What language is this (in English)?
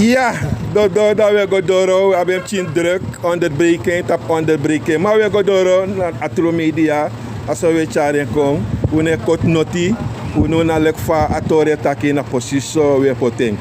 Sranan Tongo